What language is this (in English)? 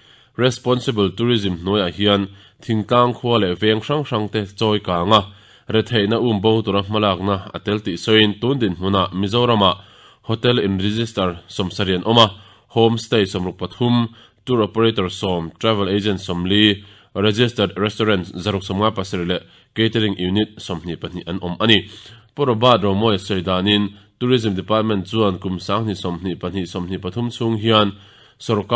Mizo